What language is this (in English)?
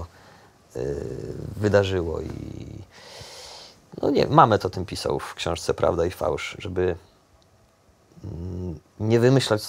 Polish